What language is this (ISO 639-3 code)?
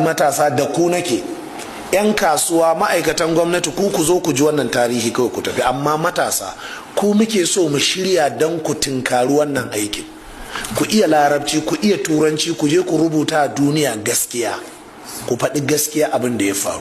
hau